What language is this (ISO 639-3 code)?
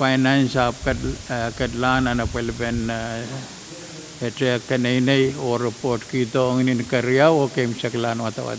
pon